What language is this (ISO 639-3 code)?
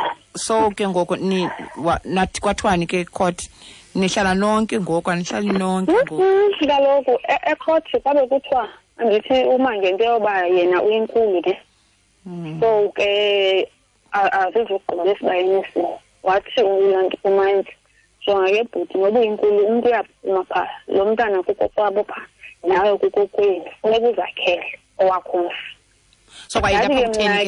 xho